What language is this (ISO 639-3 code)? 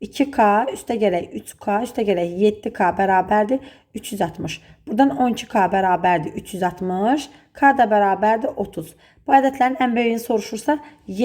aze